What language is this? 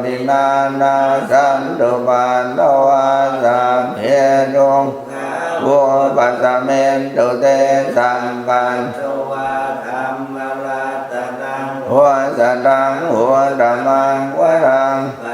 Pali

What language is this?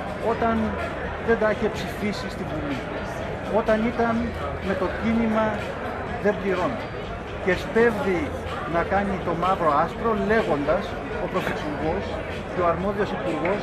Greek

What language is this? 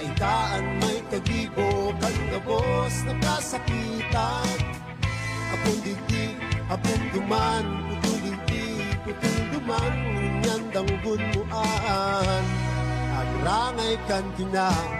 Bikol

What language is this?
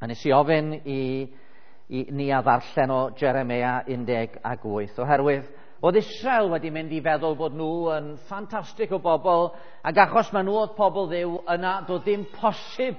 Welsh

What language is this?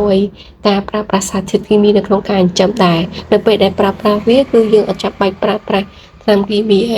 Khmer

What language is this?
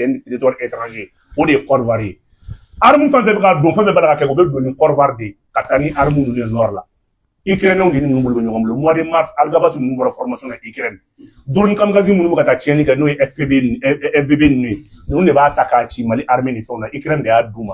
Bambara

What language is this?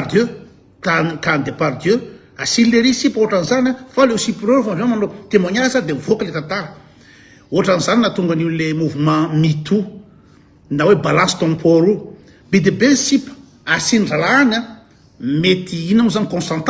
Malagasy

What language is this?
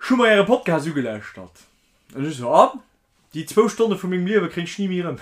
Luxembourgish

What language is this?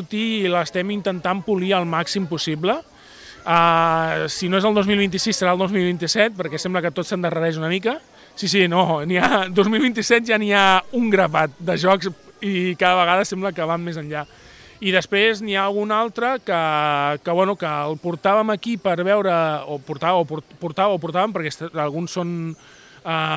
Catalan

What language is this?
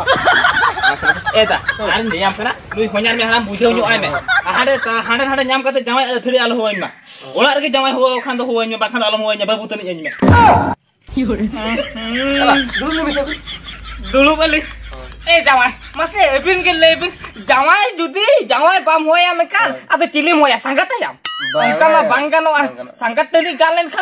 Santali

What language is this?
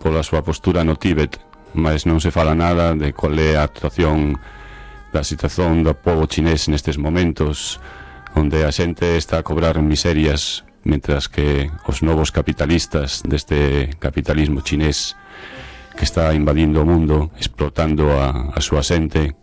Galician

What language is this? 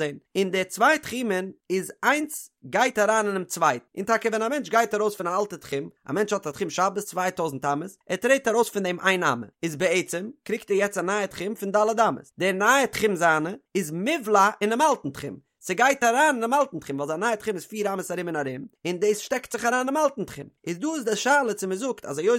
Yiddish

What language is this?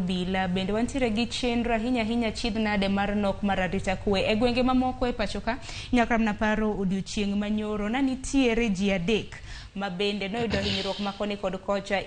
Luo (Kenya and Tanzania)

